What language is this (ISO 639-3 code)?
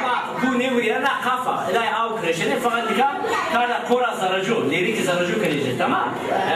zza